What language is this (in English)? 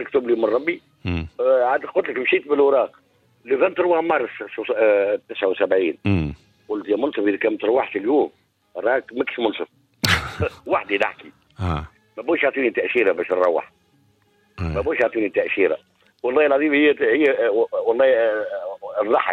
Tunisian Arabic